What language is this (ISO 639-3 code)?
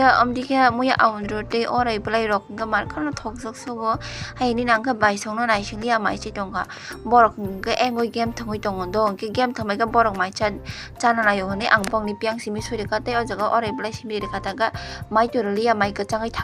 trp